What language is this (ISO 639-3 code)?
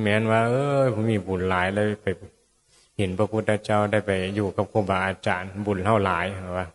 tts